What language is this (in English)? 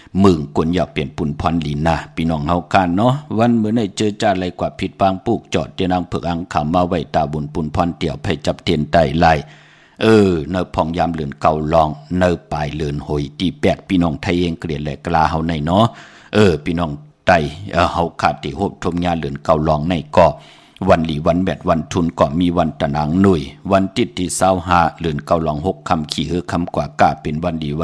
Shan